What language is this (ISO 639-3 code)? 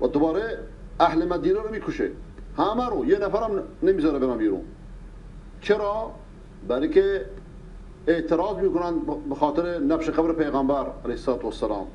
fas